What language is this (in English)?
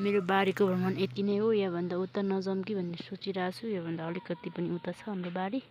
Nepali